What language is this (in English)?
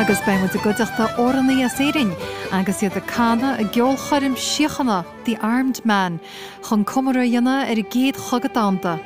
Irish